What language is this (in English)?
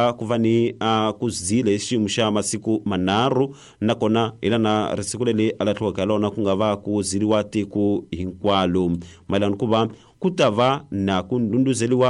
Tsonga